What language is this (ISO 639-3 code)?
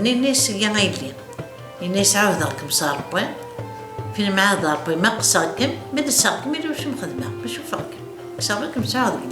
kab